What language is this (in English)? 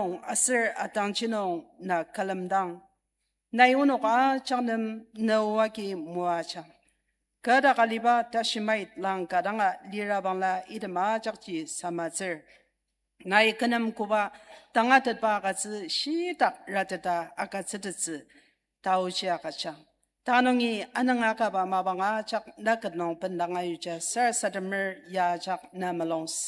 Ao Naga